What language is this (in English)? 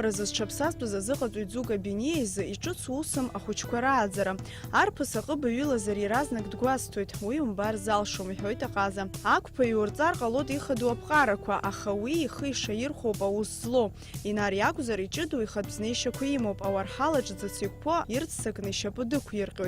Abkhazian